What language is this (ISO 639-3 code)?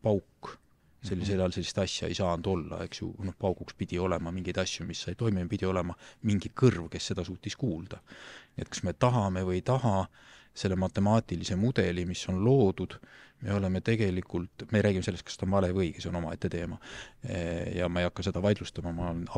est